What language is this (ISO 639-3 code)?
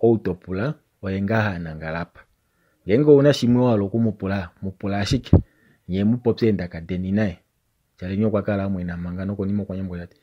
kua